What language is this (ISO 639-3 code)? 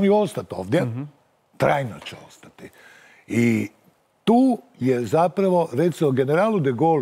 hrv